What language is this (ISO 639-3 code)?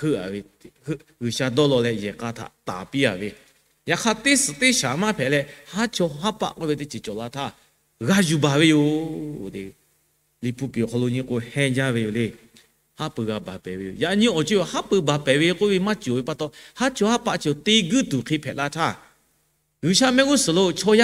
lhu